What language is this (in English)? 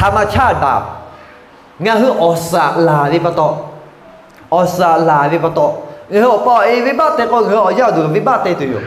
Lahu